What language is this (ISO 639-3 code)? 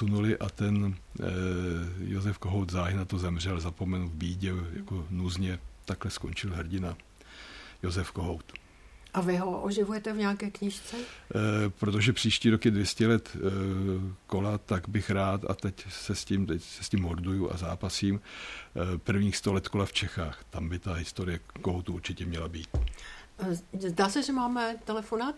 ces